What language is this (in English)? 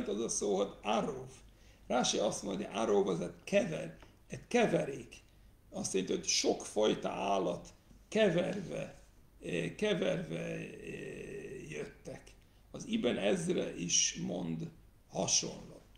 Hungarian